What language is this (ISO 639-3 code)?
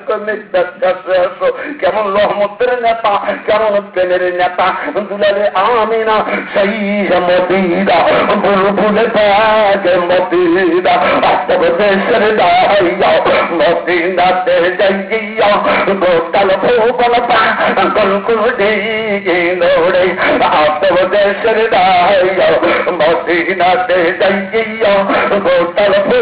ben